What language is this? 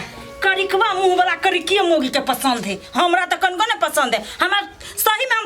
Maithili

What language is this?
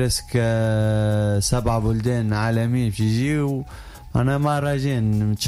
Tunisian Arabic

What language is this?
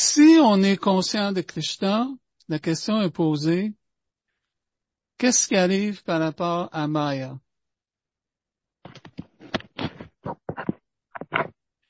French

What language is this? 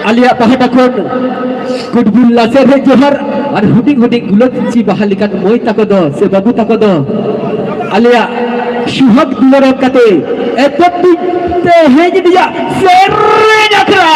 Santali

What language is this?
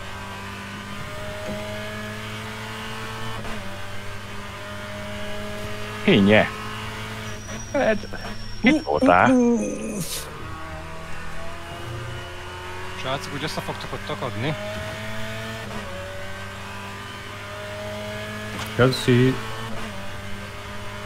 Hungarian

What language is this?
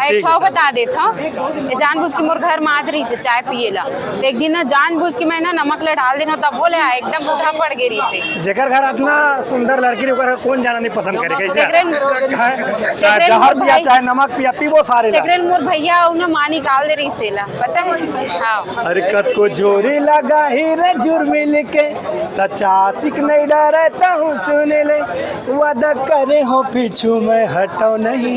Chhattisgarhi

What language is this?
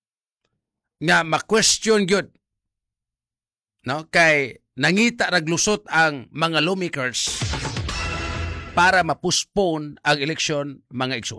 Cebuano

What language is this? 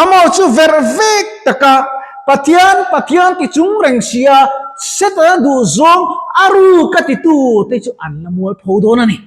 Mizo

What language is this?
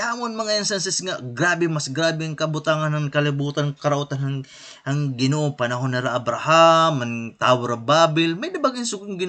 Waray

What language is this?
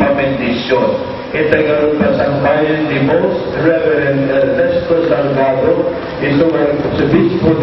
Iloko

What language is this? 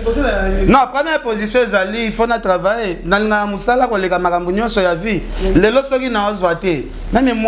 Lingala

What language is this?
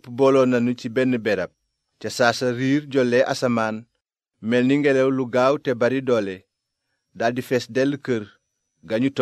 Wolof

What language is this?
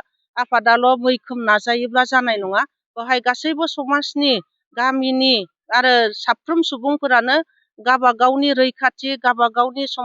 Bodo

